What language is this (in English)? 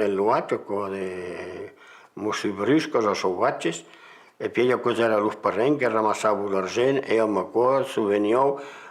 Occitan